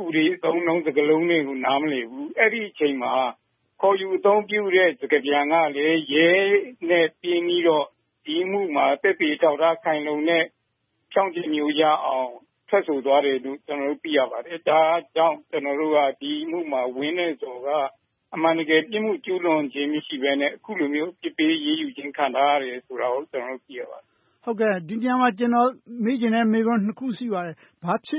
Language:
Burmese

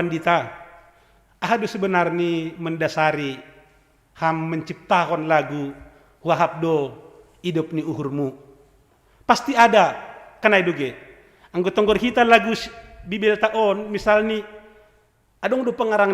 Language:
Batak Simalungun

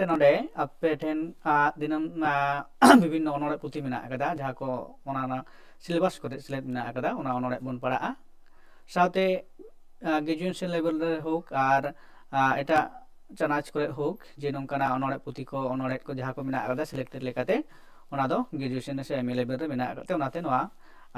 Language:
Santali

